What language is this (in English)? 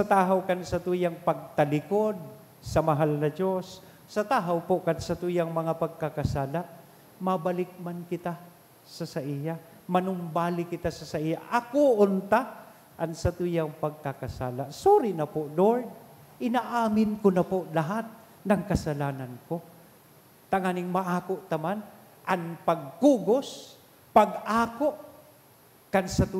Bikol